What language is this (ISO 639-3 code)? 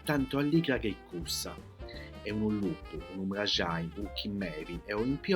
srd